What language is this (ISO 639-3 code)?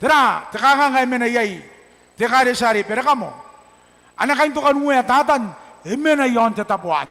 gil